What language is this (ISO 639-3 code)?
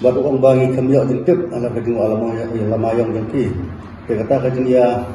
kha